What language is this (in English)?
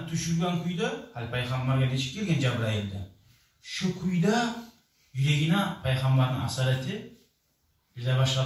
Kumyk